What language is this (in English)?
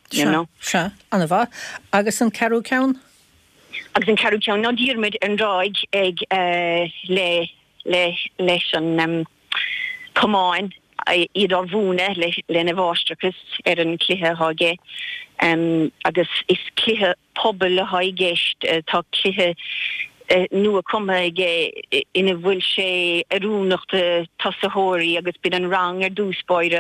Irish